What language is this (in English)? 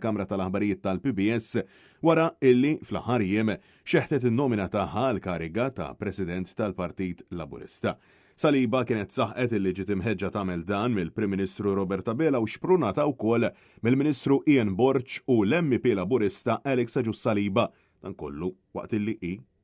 Maltese